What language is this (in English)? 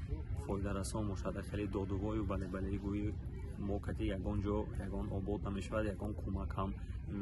Tajik